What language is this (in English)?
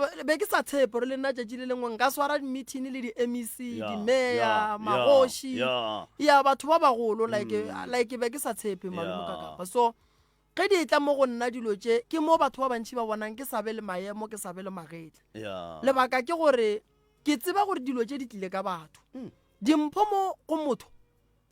Northern Sotho